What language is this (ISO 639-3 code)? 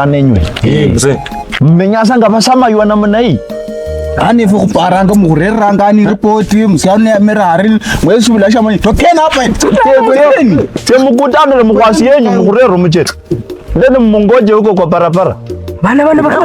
luy